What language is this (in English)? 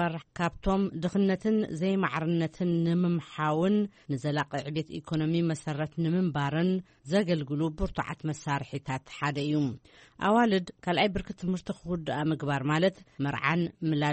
Tigrinya